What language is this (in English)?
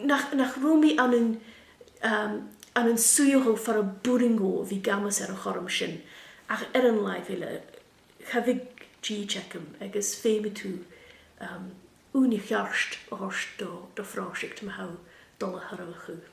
Scottish Gaelic